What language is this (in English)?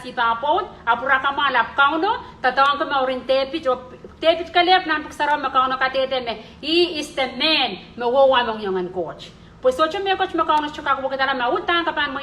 Pohnpeian